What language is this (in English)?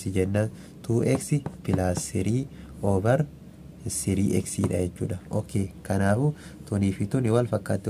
Oromo